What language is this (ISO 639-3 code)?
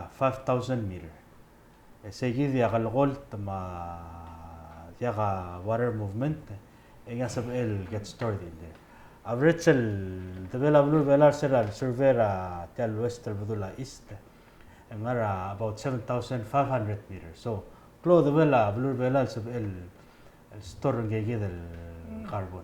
pau